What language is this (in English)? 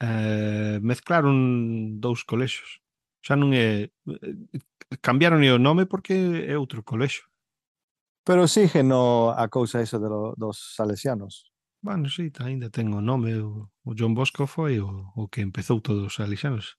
Galician